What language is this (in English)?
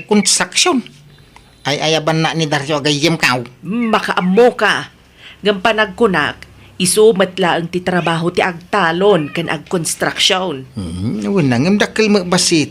Iloko